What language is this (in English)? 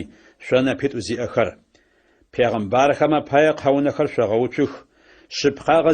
Adyghe